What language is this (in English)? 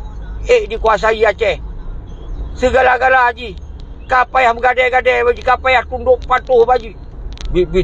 Achinese